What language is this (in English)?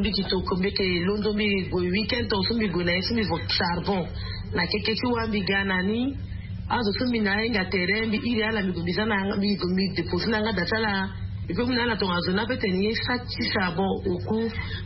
Sango